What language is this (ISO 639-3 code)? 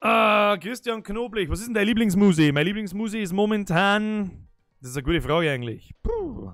bar